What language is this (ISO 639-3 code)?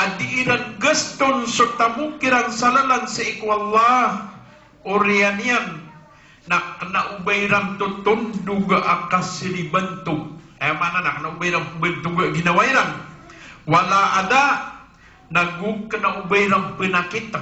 mrw